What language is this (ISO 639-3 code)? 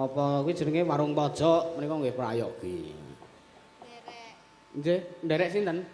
jav